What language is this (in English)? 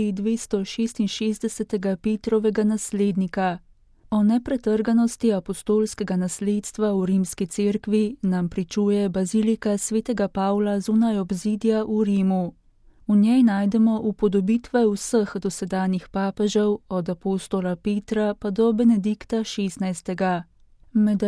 Slovenian